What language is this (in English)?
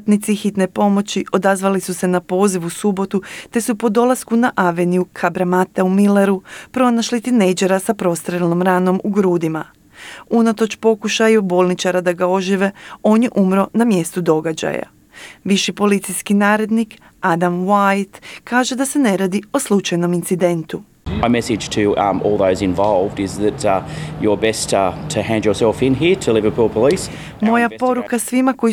Croatian